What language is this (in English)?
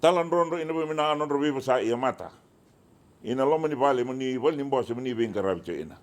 Fijian